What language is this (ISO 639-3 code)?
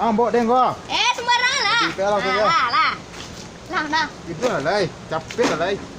min